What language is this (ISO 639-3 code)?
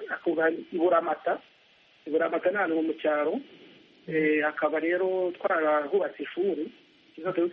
kin